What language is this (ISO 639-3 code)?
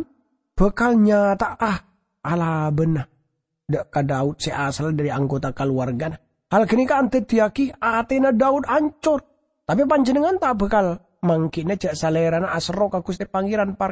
mad